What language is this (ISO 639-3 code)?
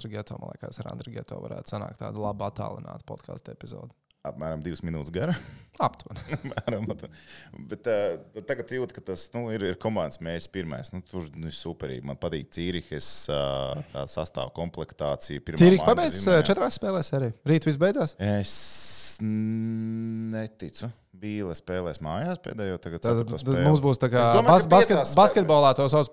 lav